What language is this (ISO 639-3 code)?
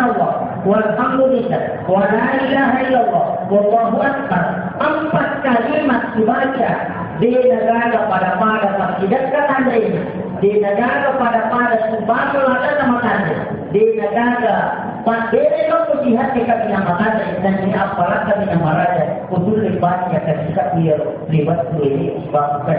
bug